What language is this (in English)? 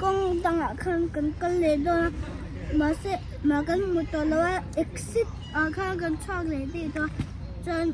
Mizo